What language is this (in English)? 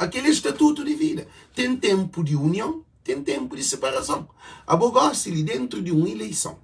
Kabuverdianu